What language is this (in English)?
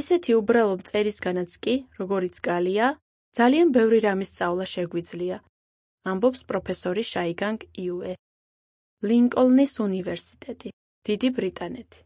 Georgian